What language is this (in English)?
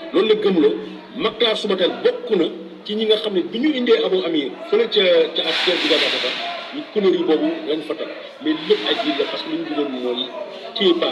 Wolof